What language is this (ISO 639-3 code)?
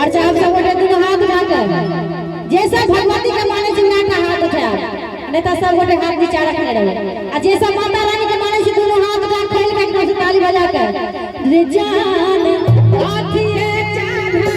mai